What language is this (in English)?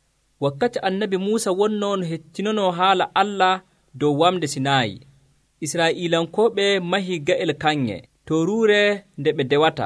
Nigerian Fulfulde